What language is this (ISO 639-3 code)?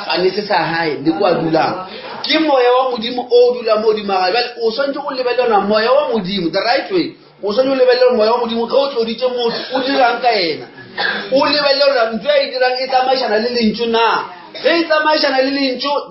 nso